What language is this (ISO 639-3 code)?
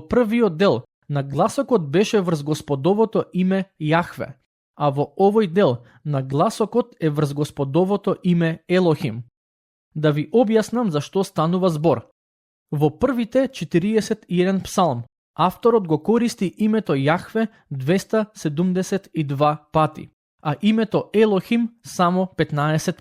mkd